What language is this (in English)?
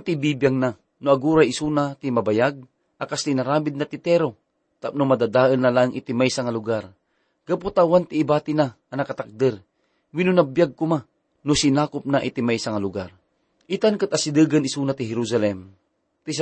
Iloko